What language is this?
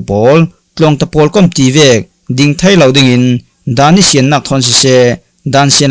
Falam Chin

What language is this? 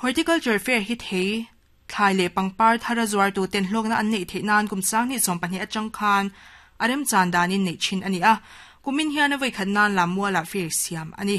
Mizo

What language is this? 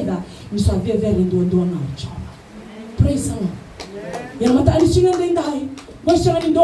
Fijian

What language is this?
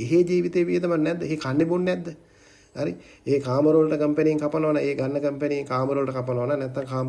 Sinhala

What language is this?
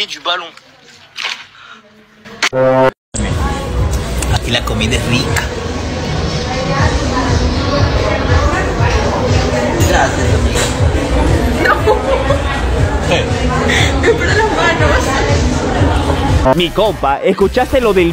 Spanish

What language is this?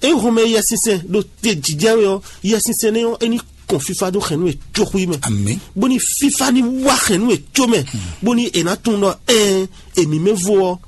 Fon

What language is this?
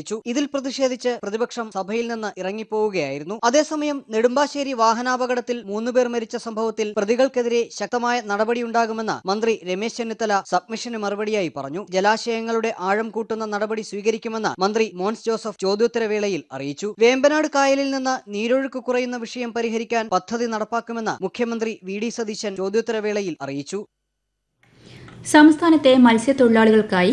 Malayalam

